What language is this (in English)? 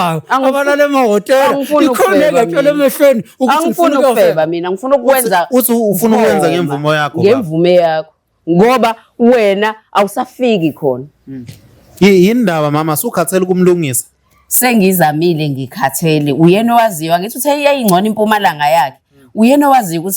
Zulu